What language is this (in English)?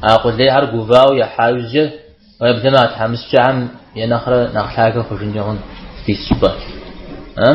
Kabardian